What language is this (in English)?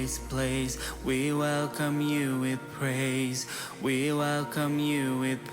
Morisyen